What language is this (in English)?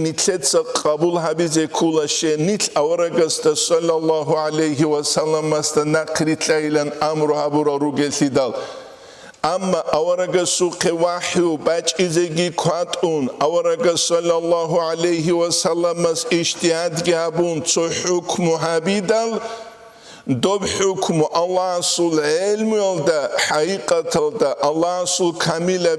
Avaric